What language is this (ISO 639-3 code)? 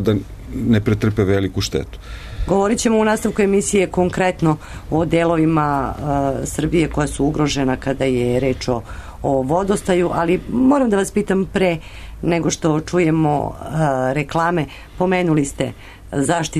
srp